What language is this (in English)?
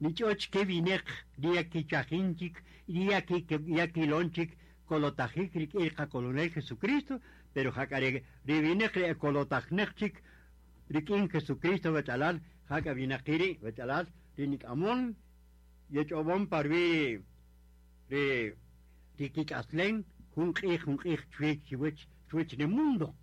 Kaqchikel